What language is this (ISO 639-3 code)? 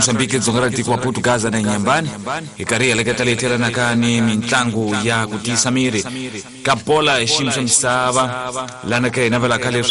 tso